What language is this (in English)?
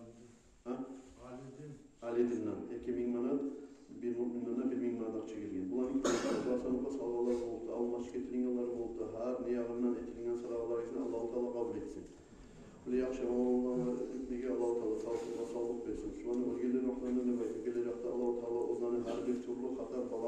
Kumyk